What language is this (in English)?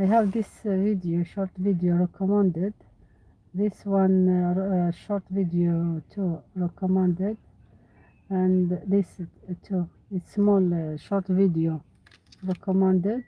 Algerian Arabic